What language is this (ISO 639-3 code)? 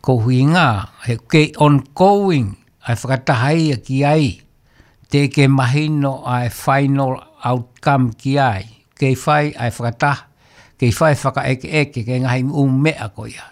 ton